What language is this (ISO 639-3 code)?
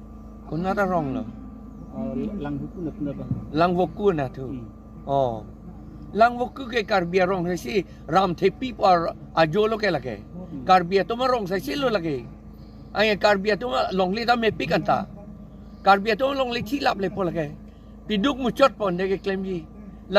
mjw